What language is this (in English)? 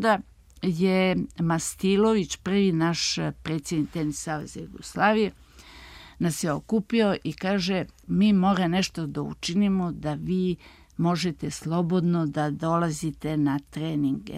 Serbian